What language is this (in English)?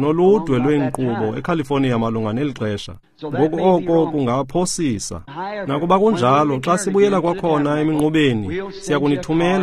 Xhosa